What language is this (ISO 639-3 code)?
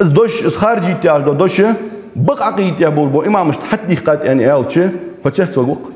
inh